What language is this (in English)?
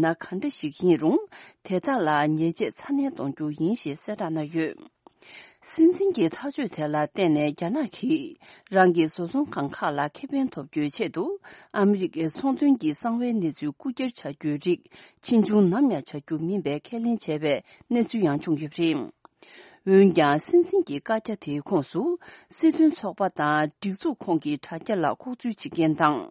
Tibetan